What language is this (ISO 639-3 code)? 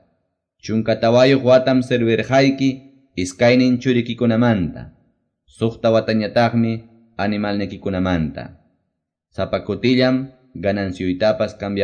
que